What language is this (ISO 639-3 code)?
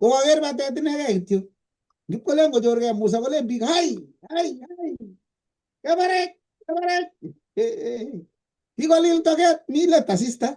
kln